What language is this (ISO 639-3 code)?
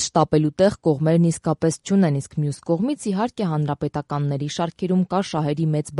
hye